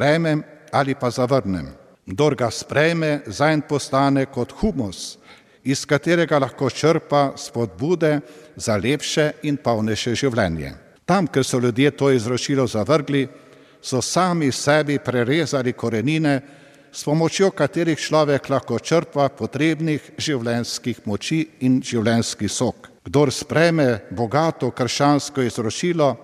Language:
Slovenian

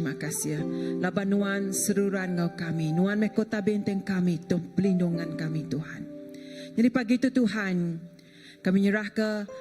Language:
Iban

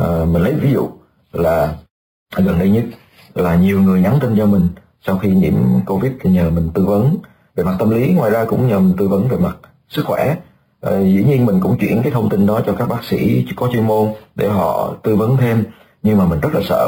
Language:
Vietnamese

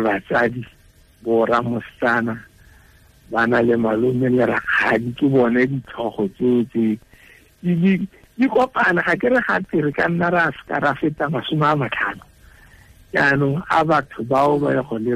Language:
Tswana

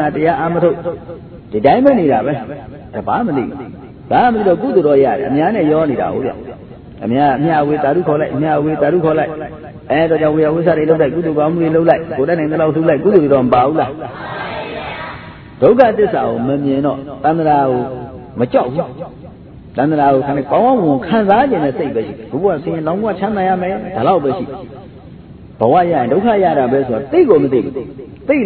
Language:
Burmese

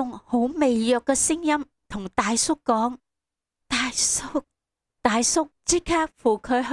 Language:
Cantonese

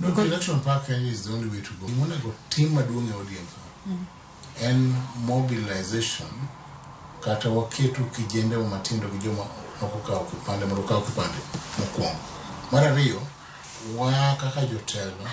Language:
Luo (Kenya and Tanzania)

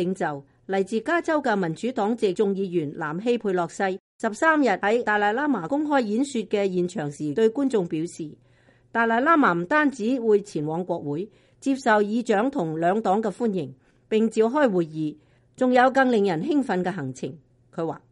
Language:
Cantonese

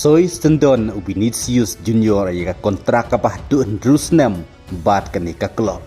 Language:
Khasi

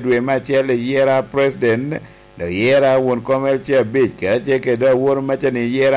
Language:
Lango (Uganda)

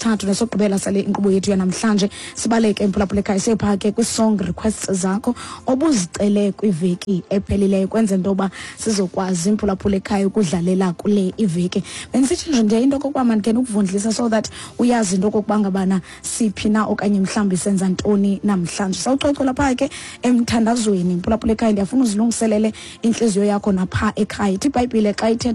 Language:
Xhosa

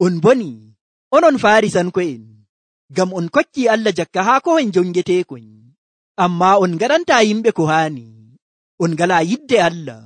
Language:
Nigerian Fulfulde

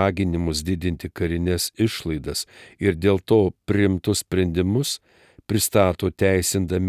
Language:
Lithuanian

